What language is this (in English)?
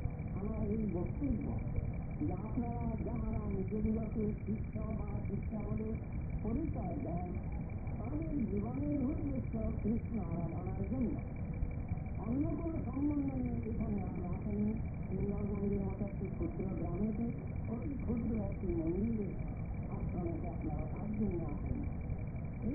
Bangla